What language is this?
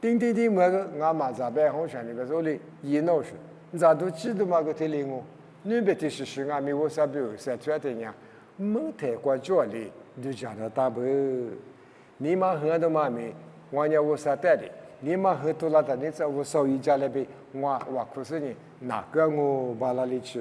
Lisu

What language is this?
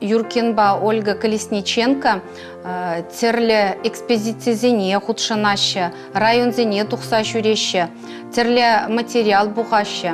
Chuvash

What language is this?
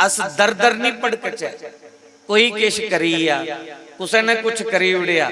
Dogri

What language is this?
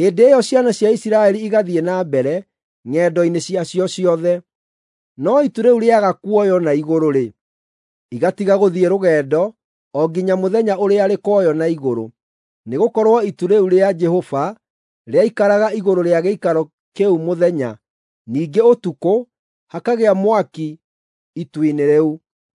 Kikuyu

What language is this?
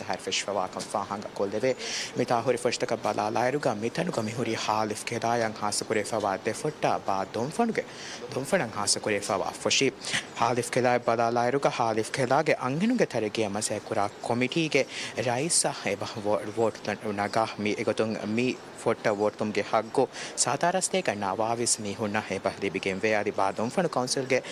Divehi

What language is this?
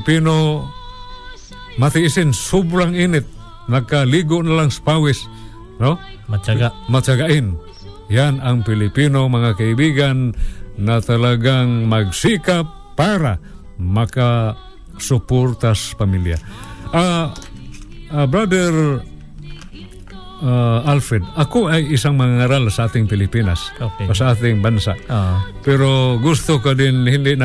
Filipino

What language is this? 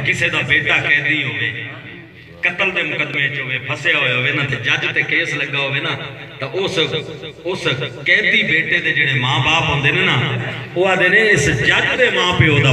Saraiki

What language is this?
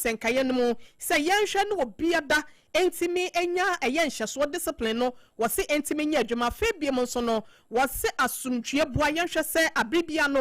Akan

